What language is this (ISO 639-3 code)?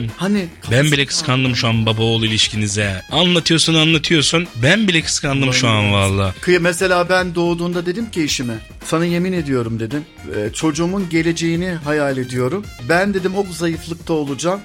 tur